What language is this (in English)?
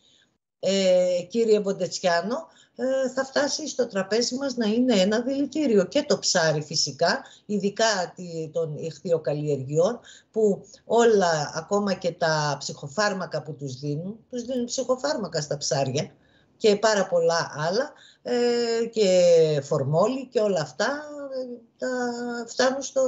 Greek